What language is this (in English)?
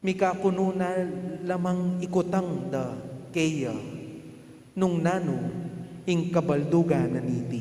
Pampanga